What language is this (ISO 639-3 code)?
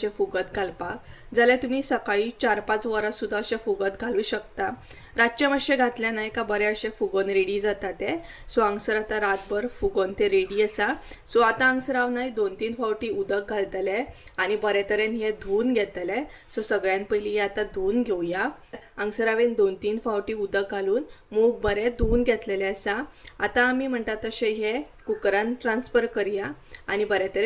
kok